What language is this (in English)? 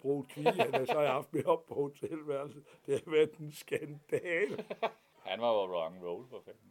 Danish